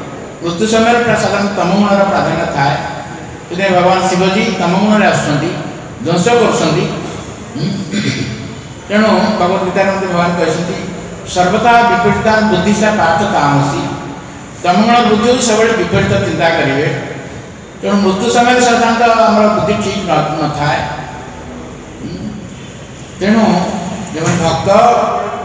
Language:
Odia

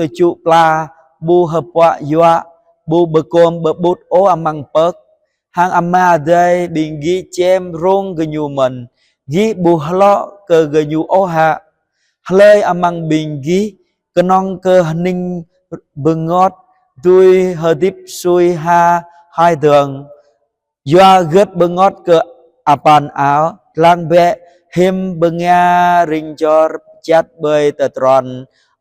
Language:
Jarai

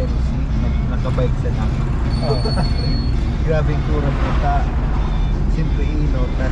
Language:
Bikol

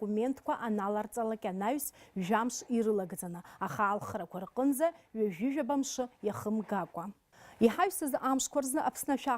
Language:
Abkhazian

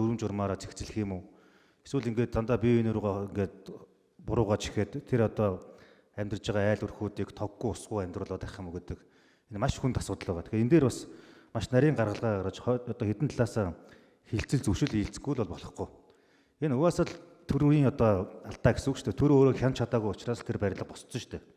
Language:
Mongolian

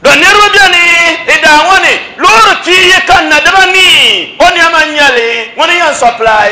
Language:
Dagbani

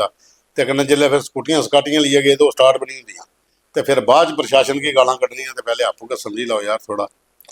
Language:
Dogri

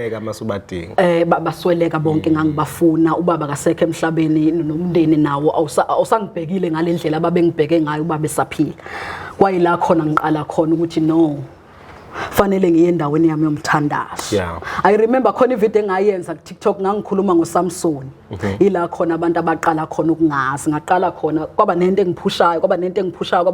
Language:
Zulu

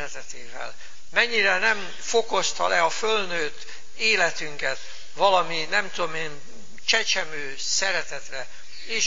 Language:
Hungarian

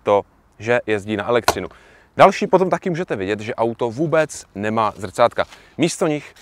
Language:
Czech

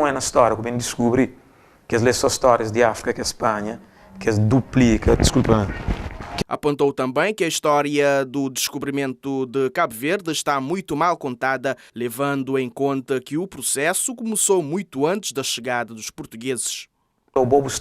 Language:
Kabuverdianu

